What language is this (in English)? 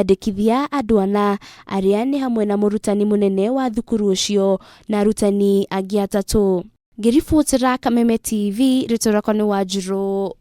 Kikuyu